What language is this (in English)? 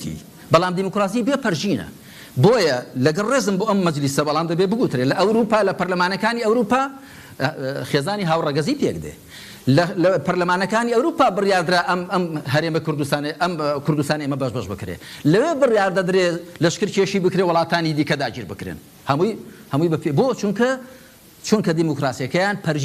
Central Kurdish